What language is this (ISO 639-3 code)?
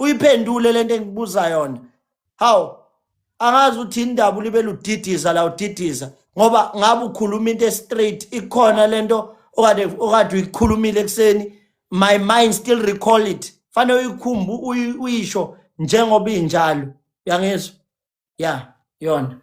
zul